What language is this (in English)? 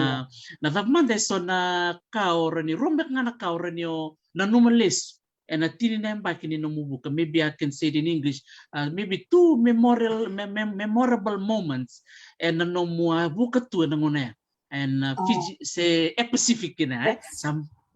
Fijian